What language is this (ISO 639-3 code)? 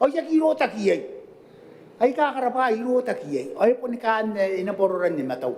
gil